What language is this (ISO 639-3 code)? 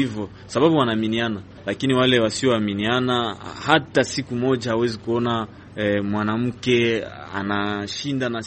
swa